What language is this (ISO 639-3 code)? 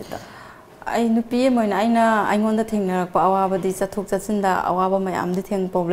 mni